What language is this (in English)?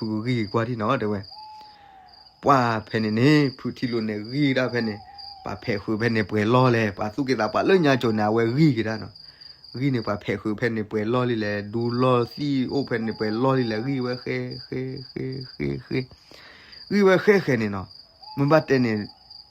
S'gaw Karen